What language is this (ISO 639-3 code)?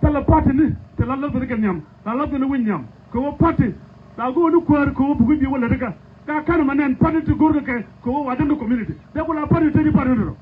nus